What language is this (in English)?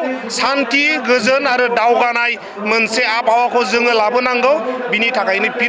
Bodo